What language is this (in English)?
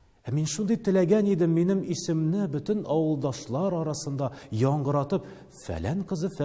Tatar